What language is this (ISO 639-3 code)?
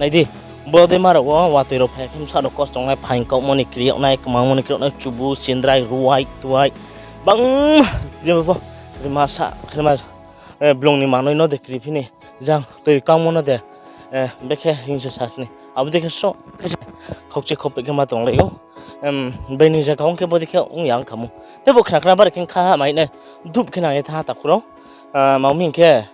ria